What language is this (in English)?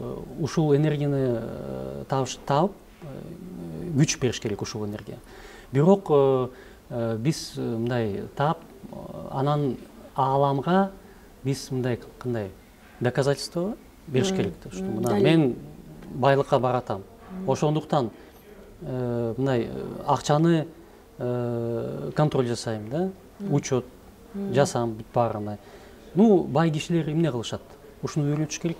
Kyrgyz